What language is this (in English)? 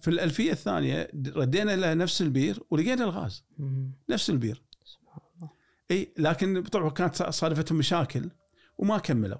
Gulf Arabic